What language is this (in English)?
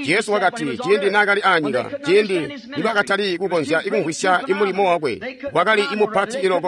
Tonga (Zambia)